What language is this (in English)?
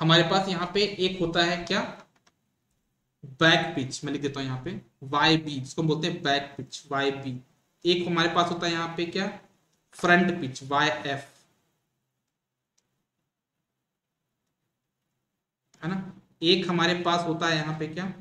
Hindi